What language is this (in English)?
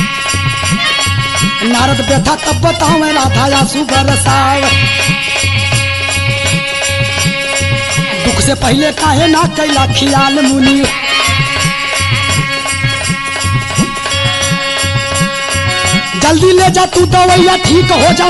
Bhojpuri